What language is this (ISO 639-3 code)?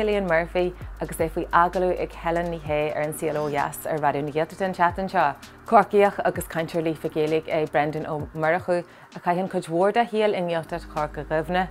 gle